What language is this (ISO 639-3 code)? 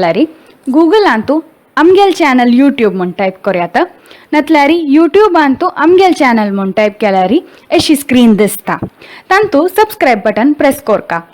kok